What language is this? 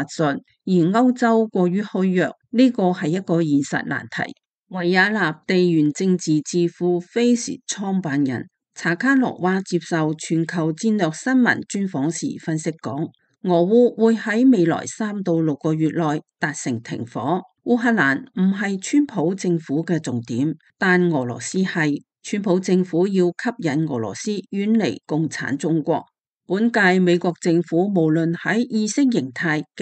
Cantonese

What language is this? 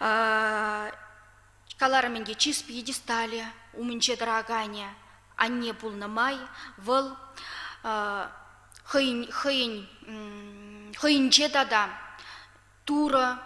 Chuvash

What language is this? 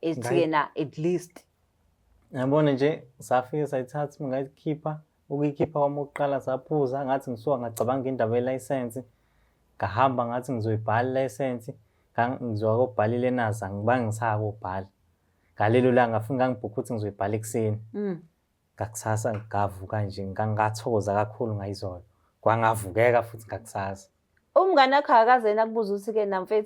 Zulu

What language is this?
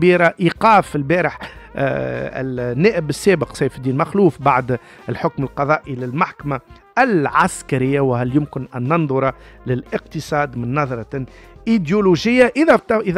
Tunisian Arabic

